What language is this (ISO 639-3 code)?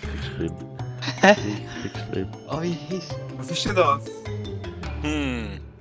gsw